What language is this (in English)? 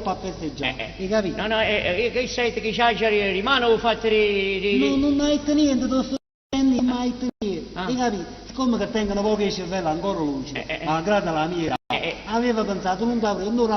Neapolitan